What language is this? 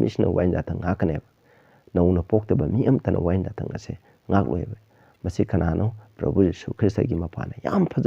Manipuri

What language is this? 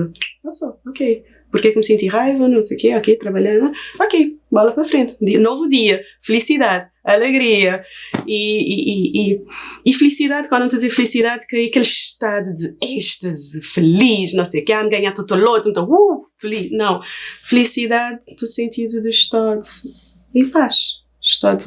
Kabuverdianu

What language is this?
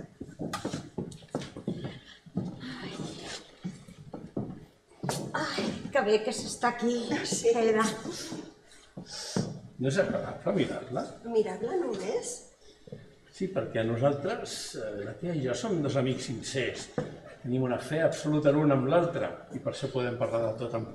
Catalan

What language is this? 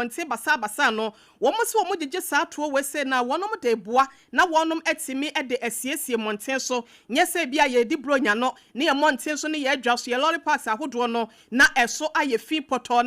Akan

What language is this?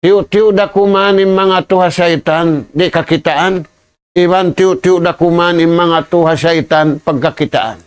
Tausug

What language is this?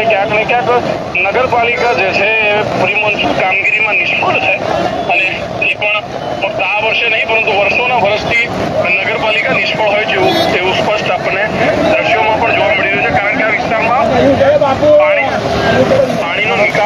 Gujarati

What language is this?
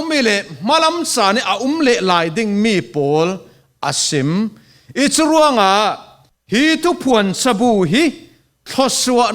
Falam Chin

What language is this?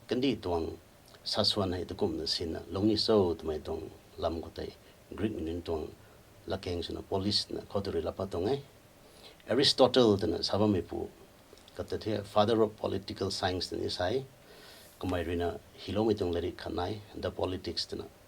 Rongmei Naga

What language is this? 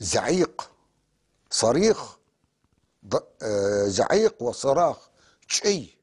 North Levantine Arabic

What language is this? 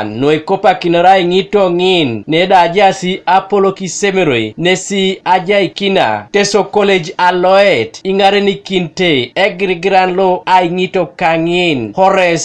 Teso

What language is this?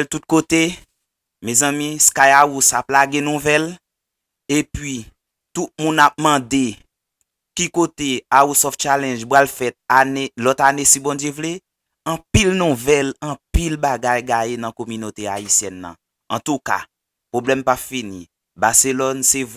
Haitian Creole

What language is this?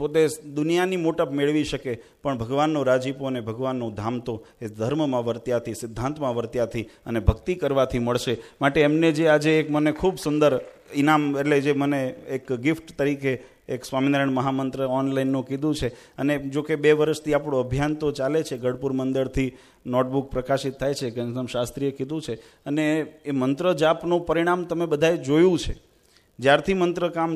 Gujarati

